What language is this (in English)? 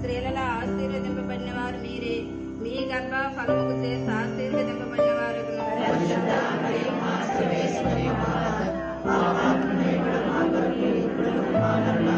Telugu